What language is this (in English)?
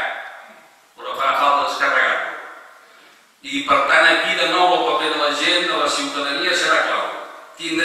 Catalan